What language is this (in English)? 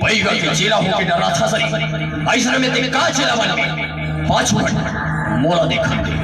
Chhattisgarhi